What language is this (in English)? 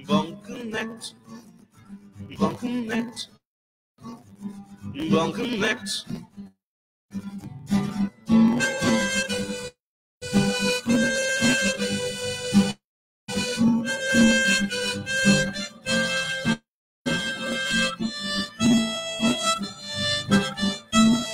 Bangla